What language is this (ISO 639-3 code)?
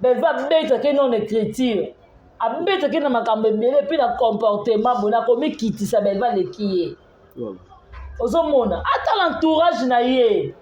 lin